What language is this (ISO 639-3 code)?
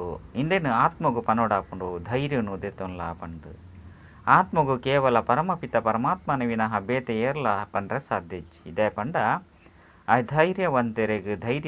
tcy